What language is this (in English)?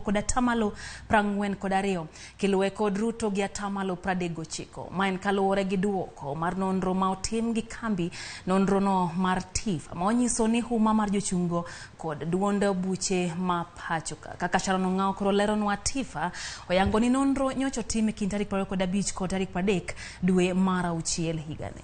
Luo (Kenya and Tanzania)